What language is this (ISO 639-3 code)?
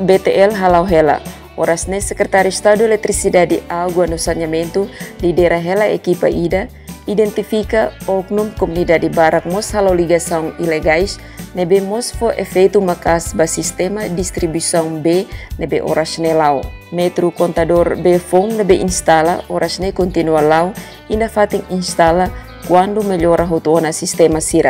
tet